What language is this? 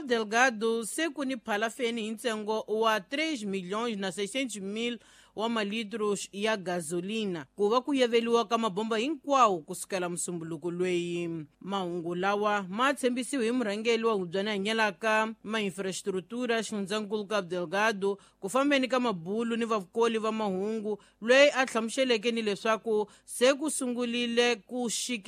Tsonga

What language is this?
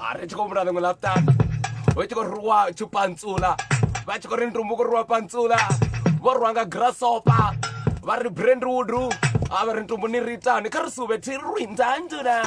Venda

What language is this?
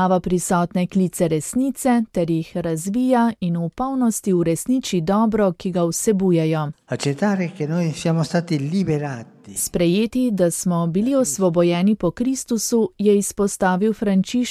Slovenian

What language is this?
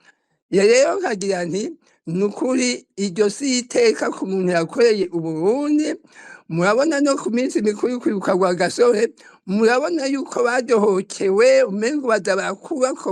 Rundi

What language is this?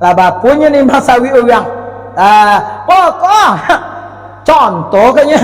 Minangkabau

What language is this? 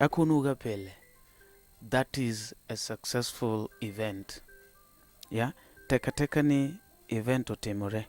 Luo (Kenya and Tanzania)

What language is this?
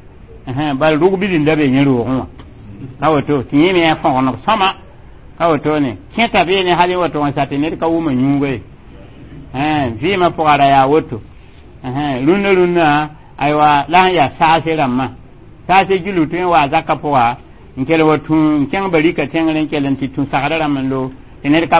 Mossi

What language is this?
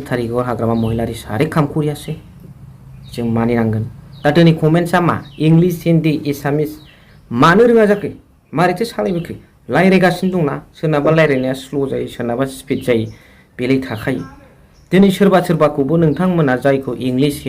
Bodo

